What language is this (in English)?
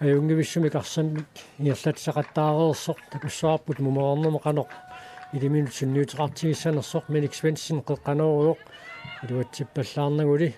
Kalaallisut